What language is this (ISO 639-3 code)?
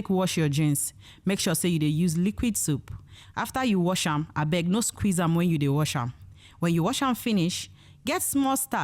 pcm